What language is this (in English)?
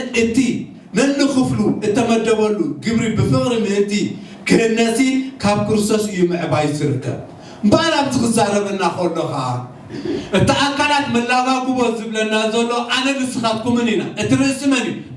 Tigrinya